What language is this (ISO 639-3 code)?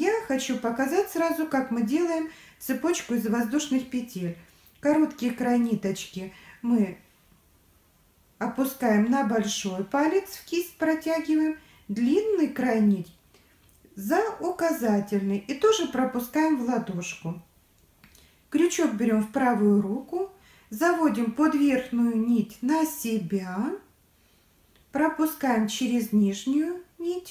rus